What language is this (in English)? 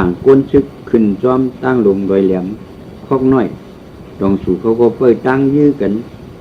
Shan